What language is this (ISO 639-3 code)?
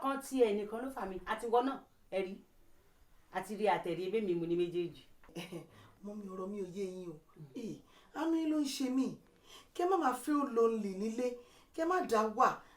yor